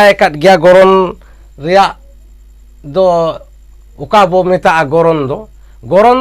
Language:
Santali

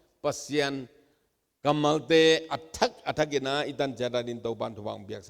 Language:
Tedim Chin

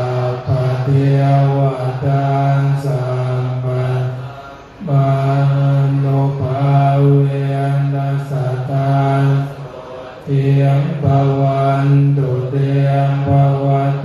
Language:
Pali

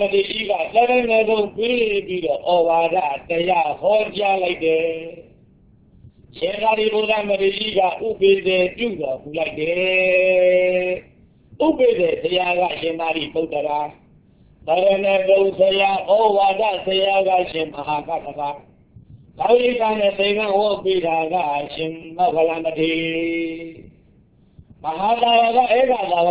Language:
Burmese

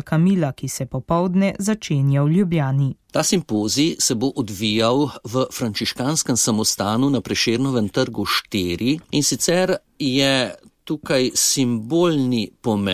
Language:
Slovenian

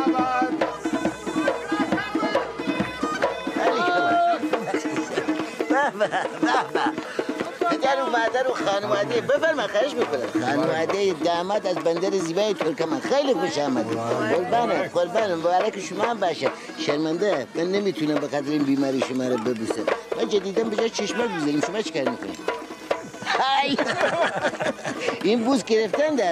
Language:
Persian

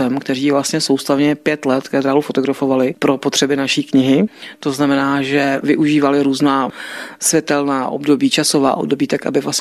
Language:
Czech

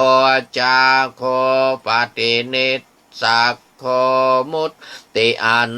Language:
Pali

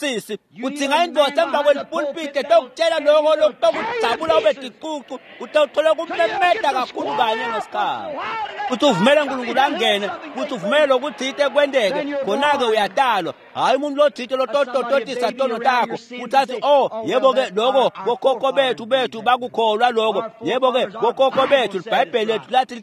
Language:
Swati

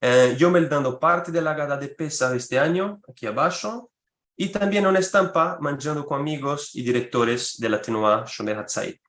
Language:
Ladino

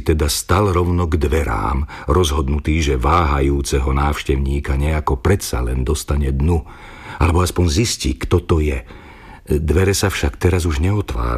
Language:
Slovak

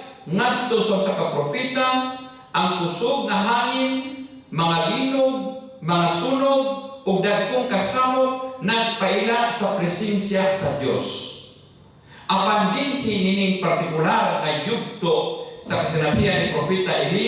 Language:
Cebuano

